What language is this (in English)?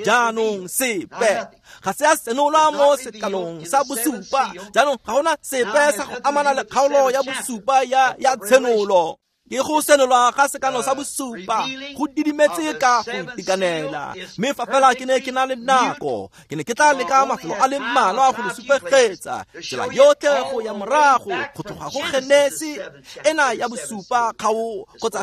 Tswana